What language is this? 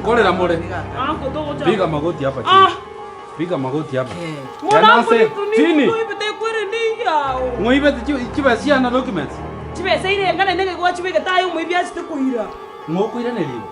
Gusii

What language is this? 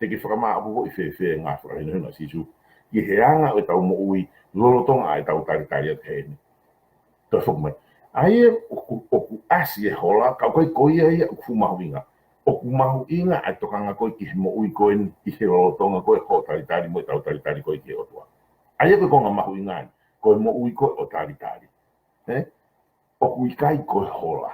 Tongan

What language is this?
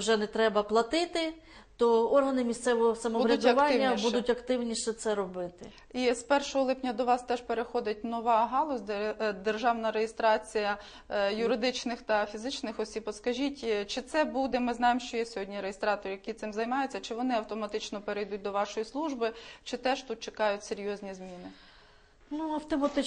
Ukrainian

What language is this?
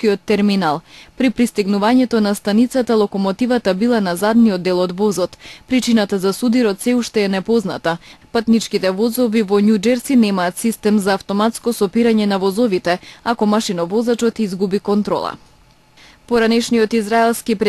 Macedonian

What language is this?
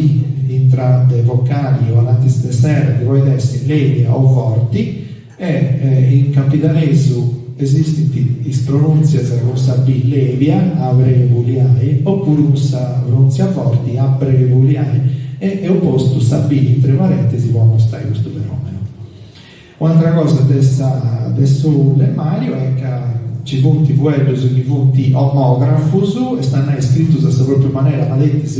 Sardinian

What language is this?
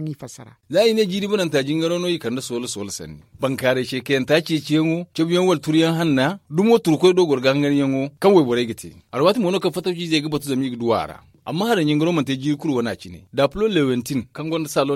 Zarma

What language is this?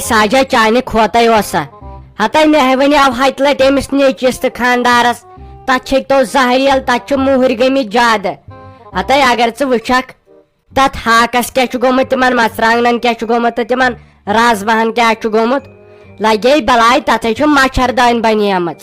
Kashmiri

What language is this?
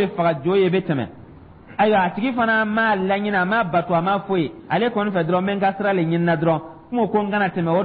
Dyula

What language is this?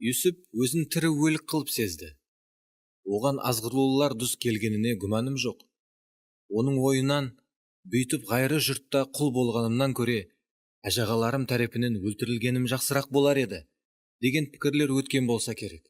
Kara-Kalpak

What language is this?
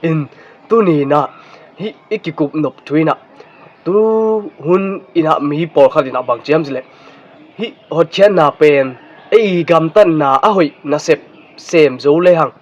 Tedim Chin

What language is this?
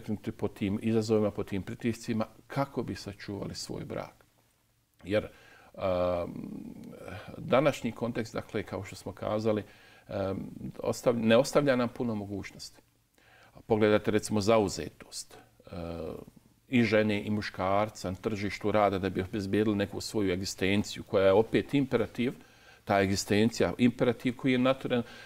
Bosnian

